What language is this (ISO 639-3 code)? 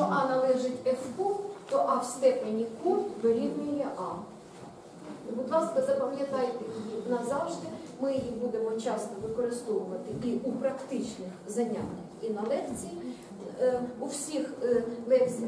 ukr